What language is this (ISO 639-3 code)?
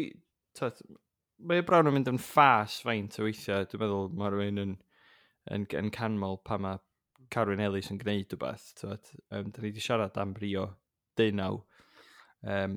cym